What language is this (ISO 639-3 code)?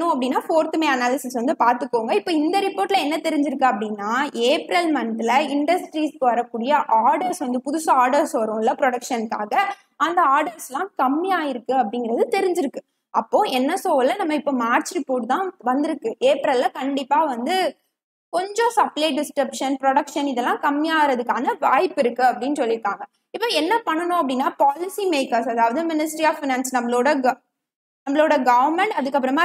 tam